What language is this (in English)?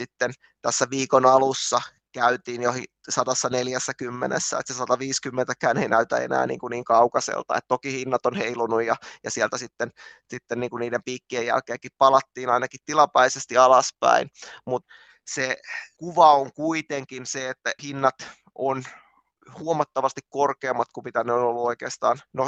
Finnish